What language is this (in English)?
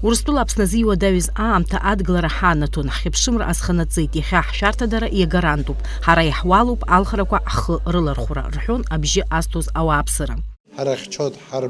Abkhazian